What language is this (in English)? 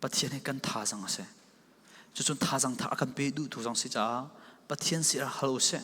Falam Chin